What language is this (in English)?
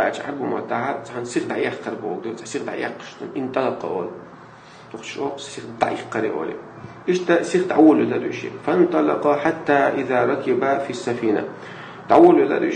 Chechen